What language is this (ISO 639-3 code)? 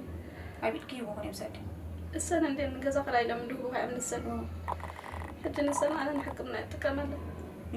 tir